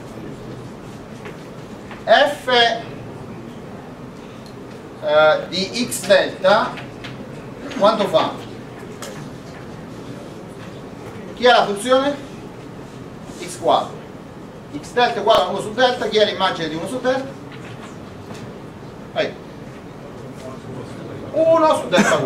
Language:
Italian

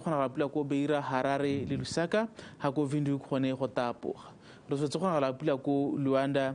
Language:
Tswana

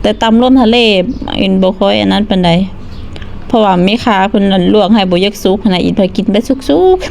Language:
Lao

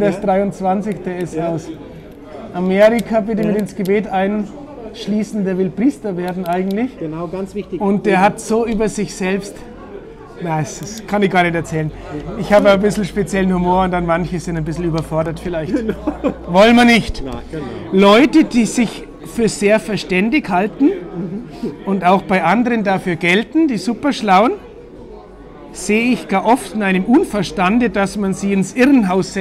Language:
German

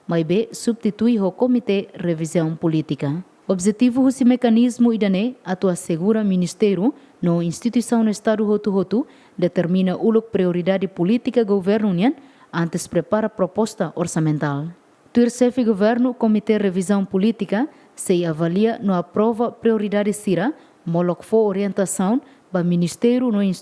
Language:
Tetum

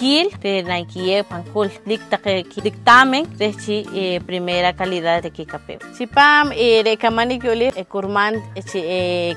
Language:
Poqomchi'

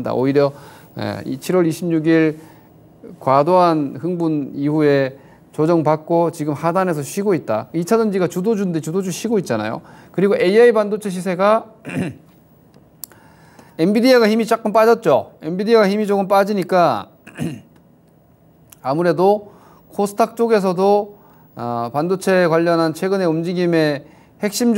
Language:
Korean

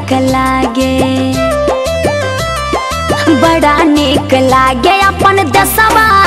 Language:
Bhojpuri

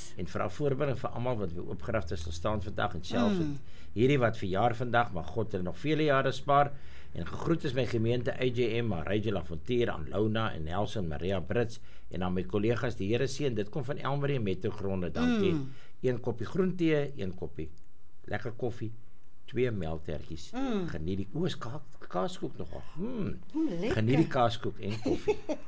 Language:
Afrikaans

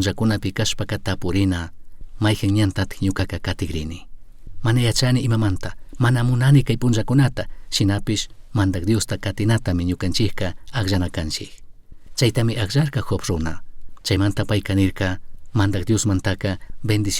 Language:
Chimborazo Highland Quichua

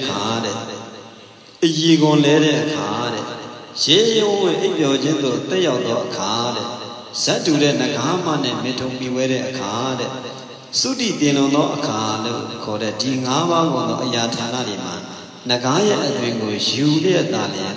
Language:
Burmese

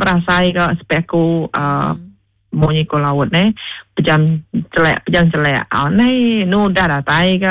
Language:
Iban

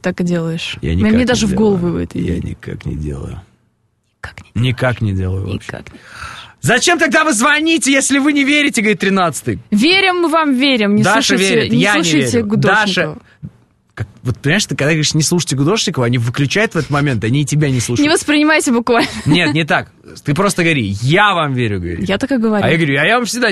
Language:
Russian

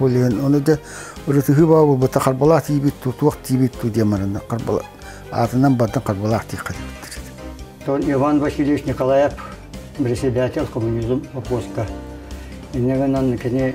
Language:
Yakut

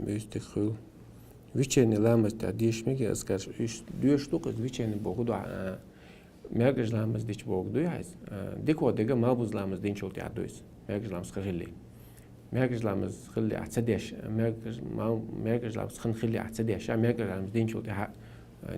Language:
Chechen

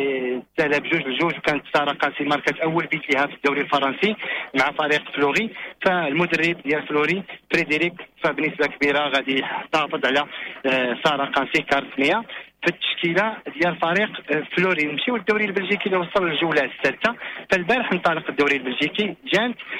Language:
Moroccan Arabic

